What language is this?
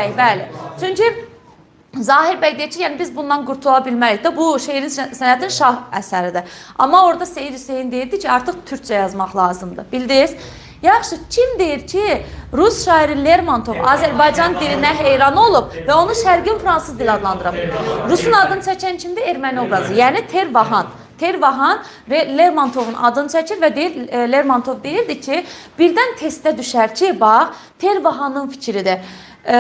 Azerbaijani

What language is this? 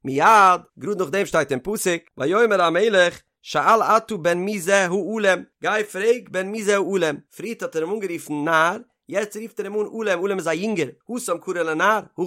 Yiddish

